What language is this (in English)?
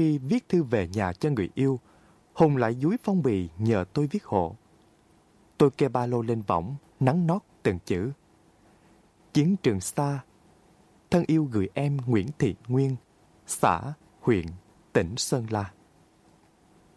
Vietnamese